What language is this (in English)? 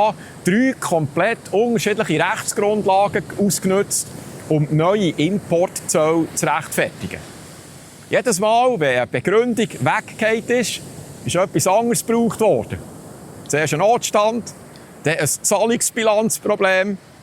Swiss German